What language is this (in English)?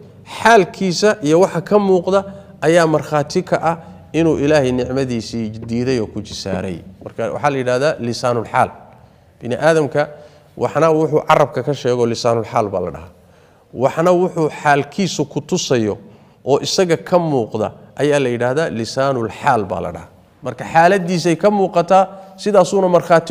Somali